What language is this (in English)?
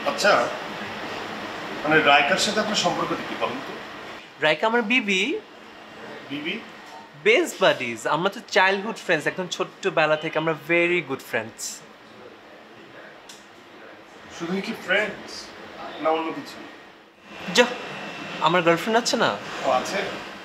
Bangla